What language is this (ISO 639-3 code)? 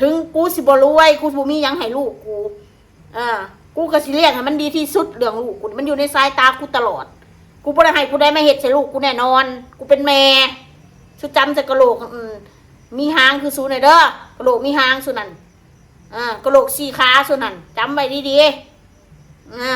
tts